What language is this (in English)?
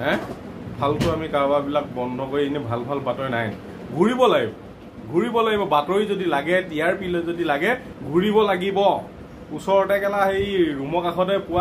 Assamese